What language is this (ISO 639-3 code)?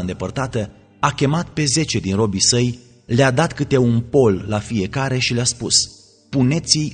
ron